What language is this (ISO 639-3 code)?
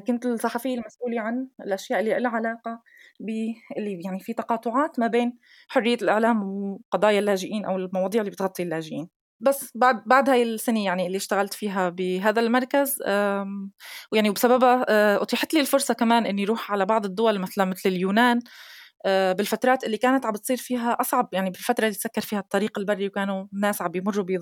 apc